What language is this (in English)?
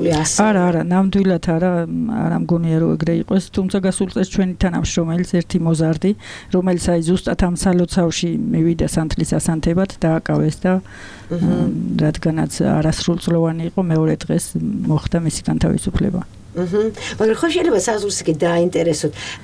Georgian